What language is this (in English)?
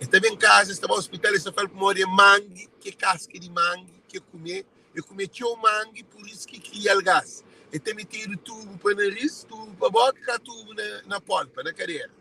Kabuverdianu